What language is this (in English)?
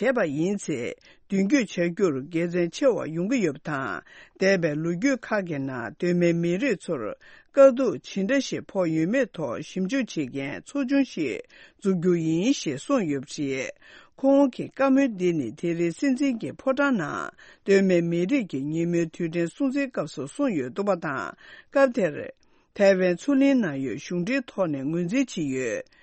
Tibetan